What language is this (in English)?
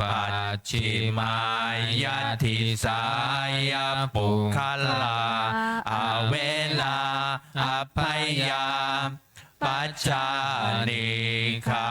Pali